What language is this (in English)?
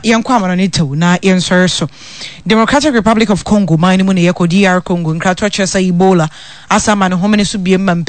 Akan